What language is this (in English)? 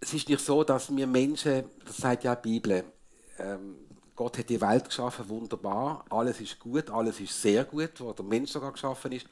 Swiss German